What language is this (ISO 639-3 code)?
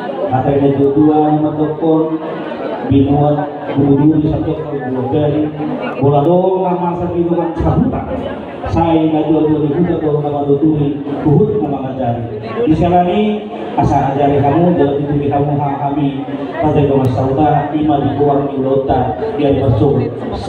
bbc